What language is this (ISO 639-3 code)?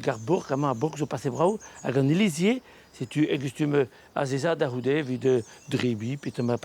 bre